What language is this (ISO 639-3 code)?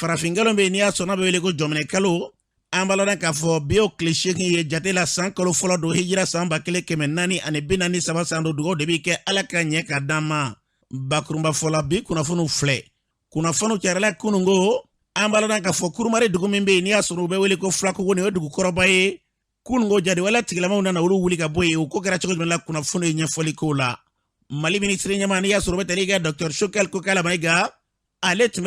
bam